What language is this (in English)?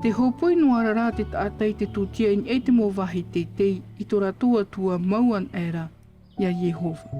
Tahitian